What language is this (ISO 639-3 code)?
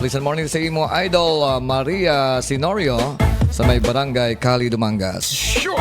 hil